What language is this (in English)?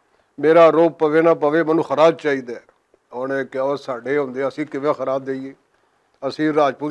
Western Panjabi